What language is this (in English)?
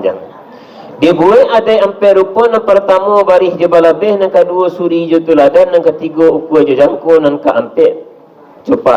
Minangkabau